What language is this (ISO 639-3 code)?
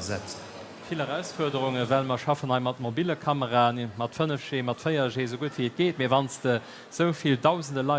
ltz